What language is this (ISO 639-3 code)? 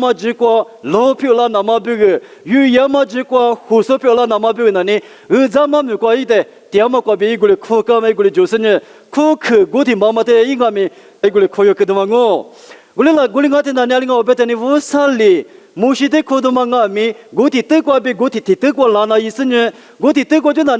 lis